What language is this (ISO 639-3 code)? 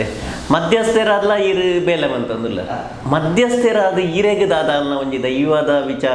tcy